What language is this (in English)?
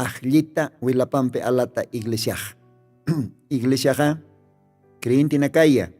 Aymara